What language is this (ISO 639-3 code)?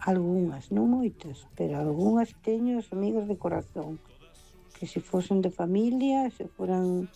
glg